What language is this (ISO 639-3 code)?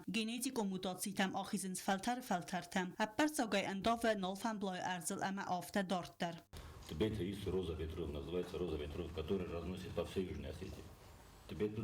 oss